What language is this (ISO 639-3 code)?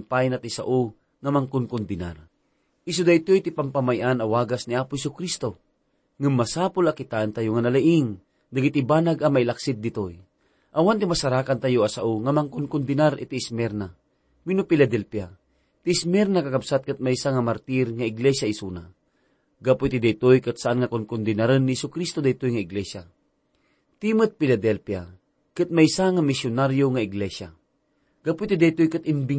ilo